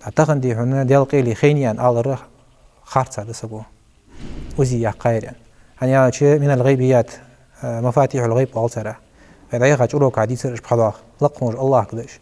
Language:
Ingush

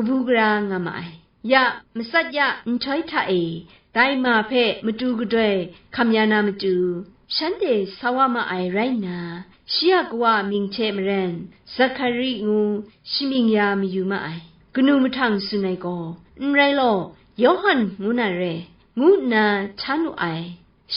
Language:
Kachin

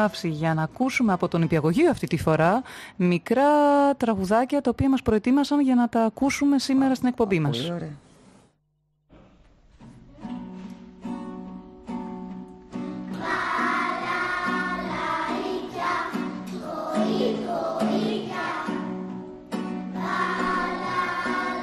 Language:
Greek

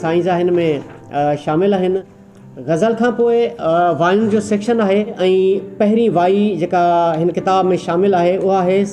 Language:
Sindhi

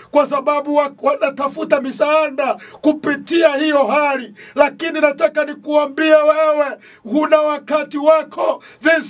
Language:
Swahili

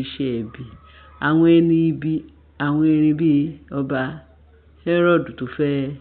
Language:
Yoruba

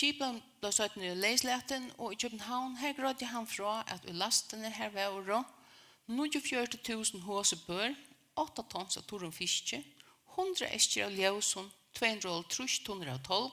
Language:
Faroese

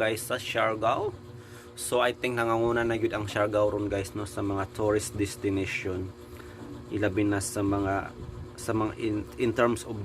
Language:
Cebuano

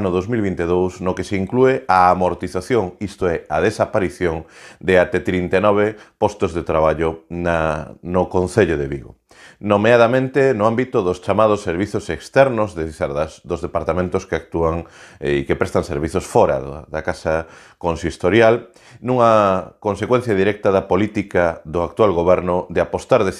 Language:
Galician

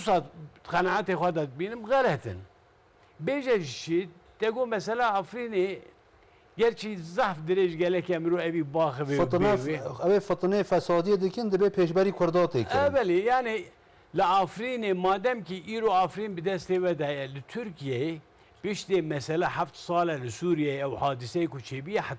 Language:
Zaza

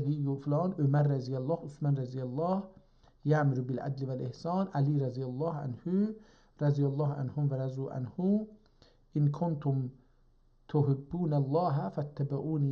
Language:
South Azerbaijani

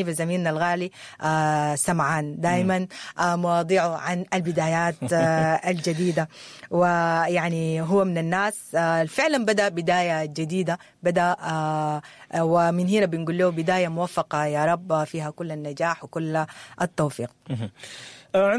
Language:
Sudanese Arabic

